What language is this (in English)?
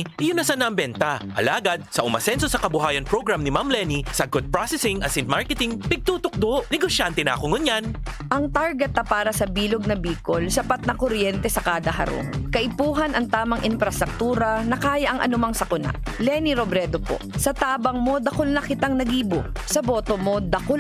Bikol